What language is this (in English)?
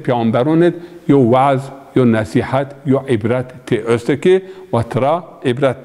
Zaza